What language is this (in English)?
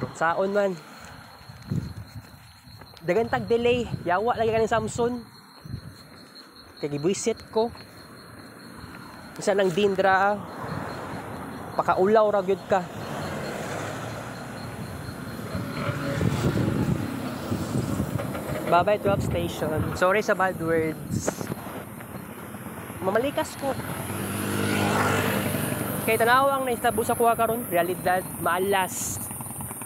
Cebuano